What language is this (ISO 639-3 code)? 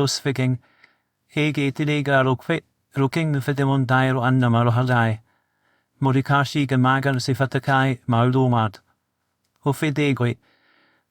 div